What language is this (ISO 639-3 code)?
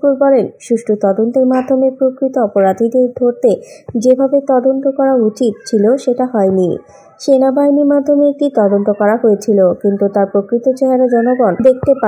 ben